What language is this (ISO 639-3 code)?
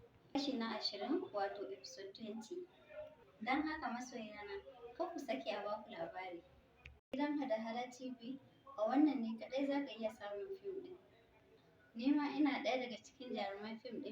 hau